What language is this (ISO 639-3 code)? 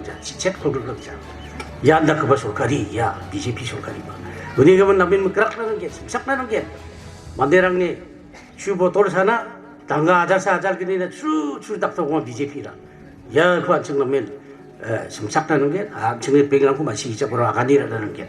grt